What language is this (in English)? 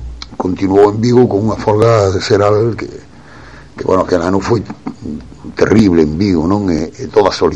Galician